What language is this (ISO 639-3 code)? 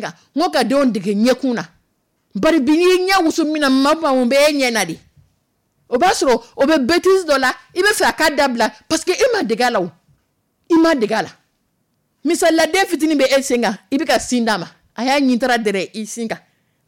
dyu